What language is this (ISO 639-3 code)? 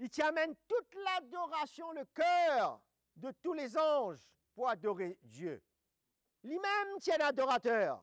mfe